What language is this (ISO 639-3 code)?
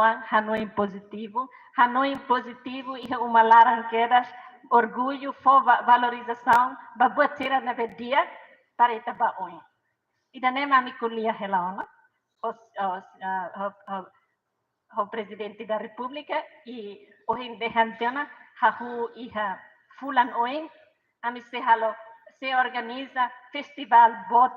tet